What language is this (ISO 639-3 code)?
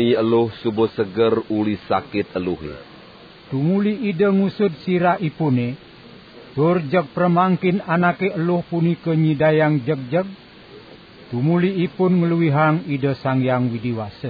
ban